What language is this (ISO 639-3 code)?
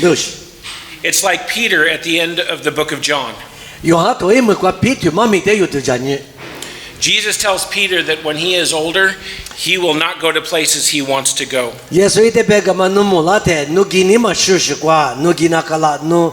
lis